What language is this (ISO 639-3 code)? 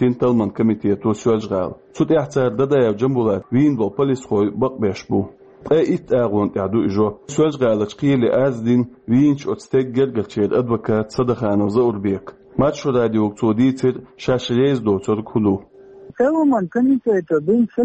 che